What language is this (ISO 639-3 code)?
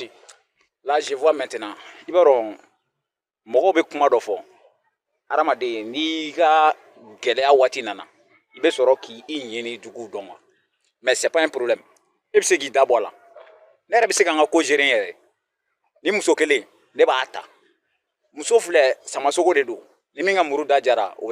bam